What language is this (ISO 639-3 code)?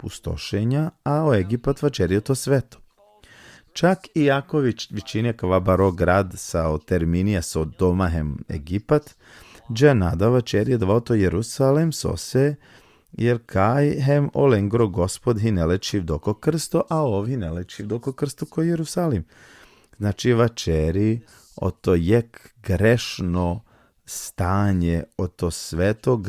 rmn